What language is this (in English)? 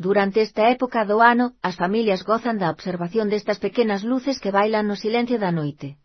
Galician